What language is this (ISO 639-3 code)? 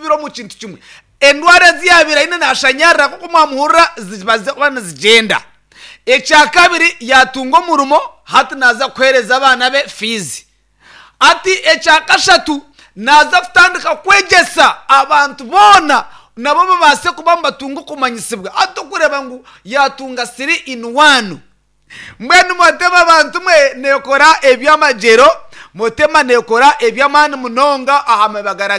nyn